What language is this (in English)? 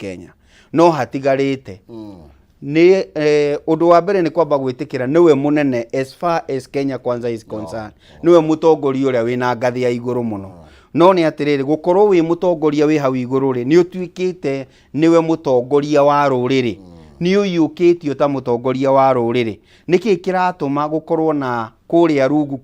Kikuyu